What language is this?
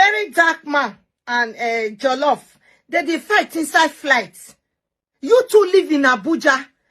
Nigerian Pidgin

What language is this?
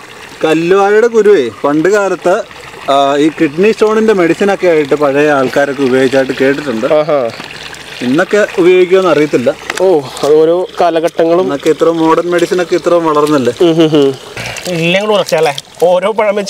Malayalam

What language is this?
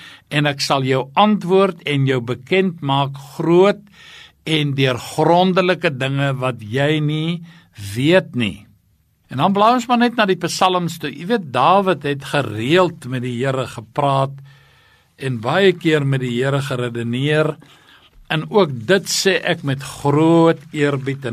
Afrikaans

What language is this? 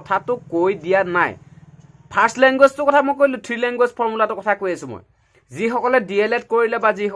Assamese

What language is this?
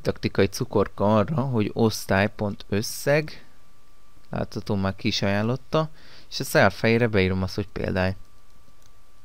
Hungarian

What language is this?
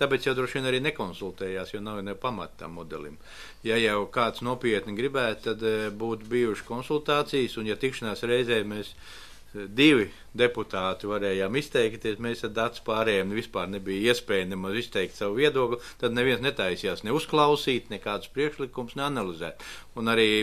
Latvian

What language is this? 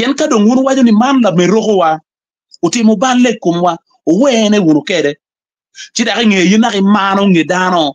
Acoli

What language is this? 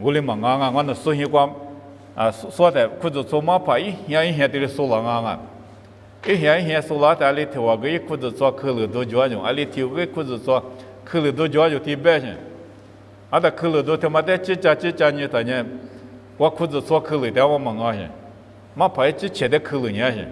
Lisu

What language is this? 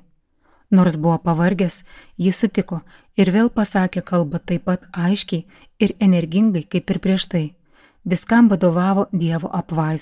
Lithuanian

